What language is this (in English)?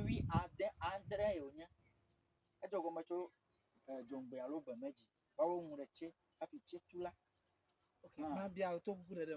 Ewe